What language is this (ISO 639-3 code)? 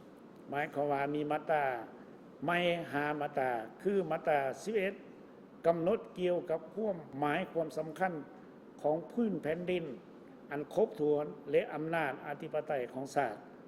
lao